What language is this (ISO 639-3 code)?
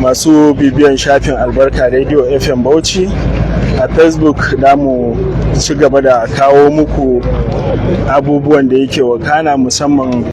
hau